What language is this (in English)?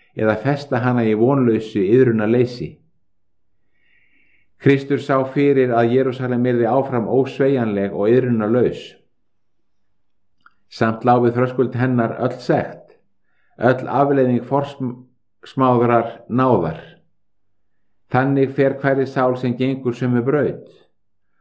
Icelandic